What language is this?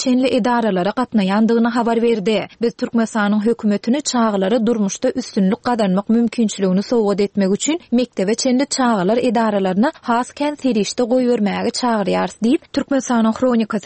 Turkmen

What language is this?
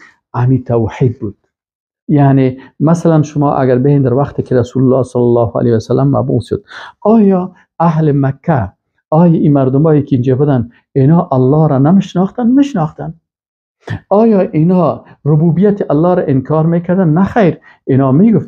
Persian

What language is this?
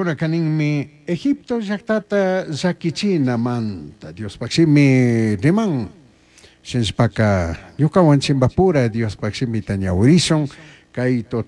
Chimborazo Highland Quichua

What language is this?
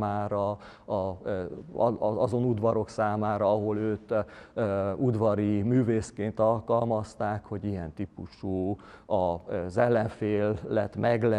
Hungarian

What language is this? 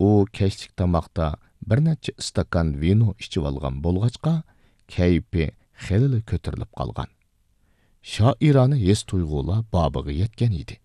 Uyghur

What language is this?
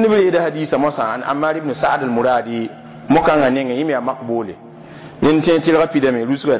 Mossi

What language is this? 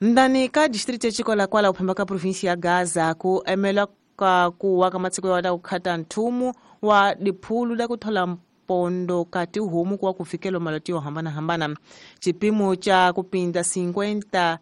Tsonga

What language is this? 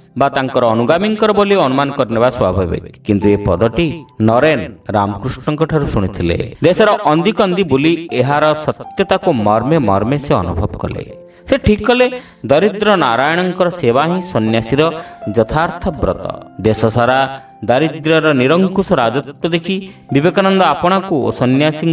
Odia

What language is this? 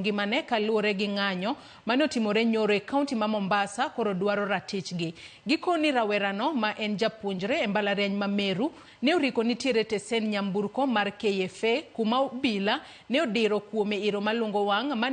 Luo (Kenya and Tanzania)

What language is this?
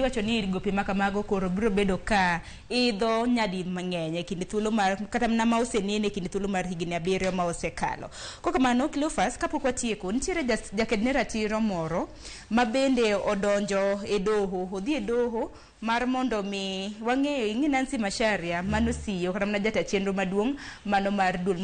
Luo (Kenya and Tanzania)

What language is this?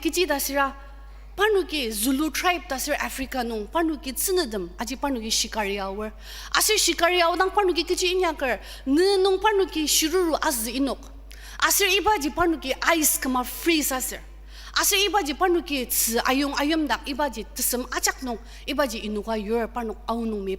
Ao Naga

